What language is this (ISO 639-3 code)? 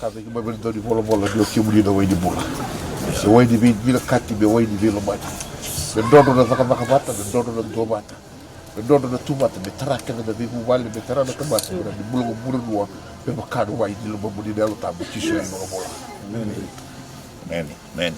fij